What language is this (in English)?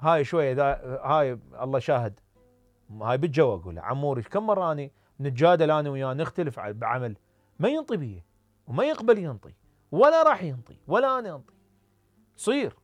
Mesopotamian Arabic